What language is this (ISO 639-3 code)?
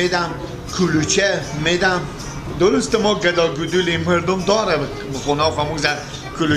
fas